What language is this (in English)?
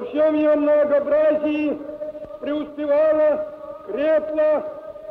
Russian